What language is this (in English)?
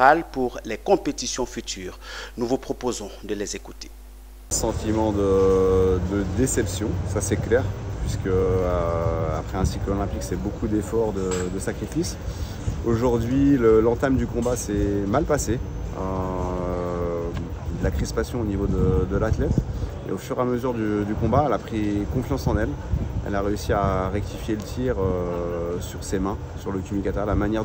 French